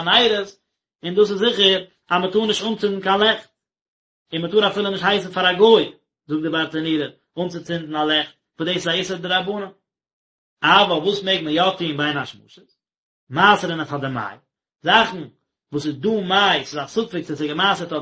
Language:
Yiddish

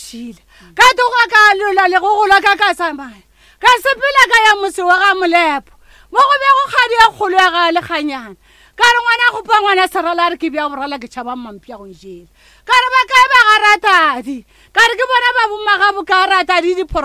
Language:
Northern Sotho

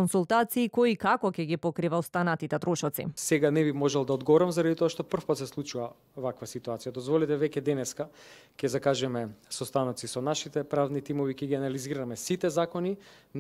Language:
Macedonian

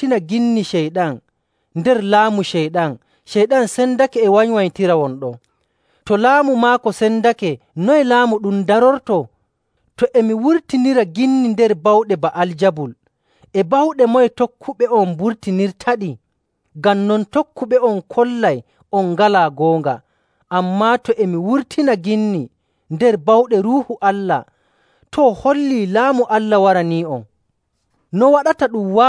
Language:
Nigerian Fulfulde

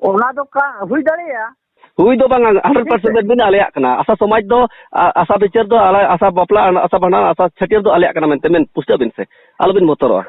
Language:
Santali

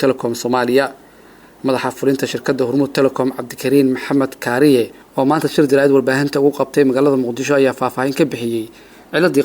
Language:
Somali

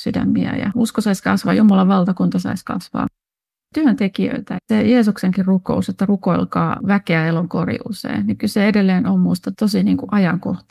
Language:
Finnish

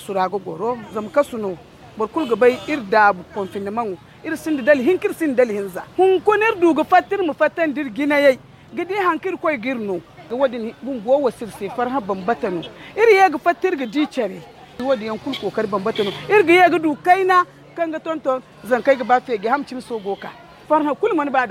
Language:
Zarma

